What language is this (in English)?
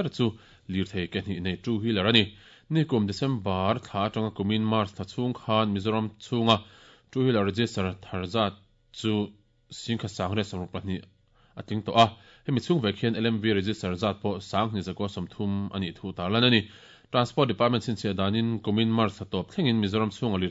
Mizo